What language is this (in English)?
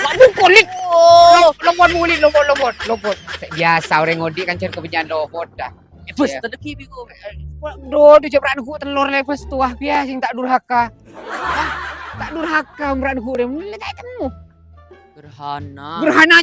Madurese